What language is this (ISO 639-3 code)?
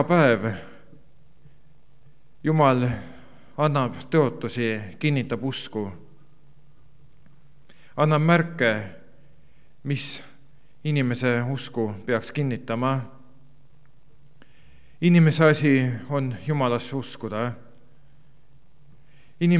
est